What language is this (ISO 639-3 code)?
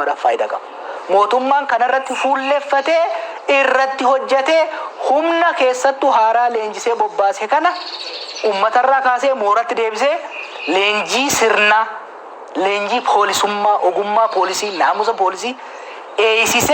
orm